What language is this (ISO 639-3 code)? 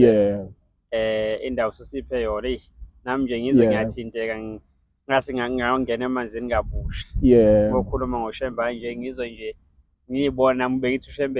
zul